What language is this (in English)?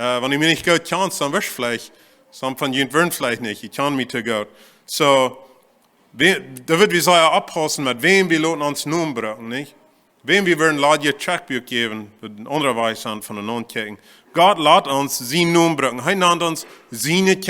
Plautdietsch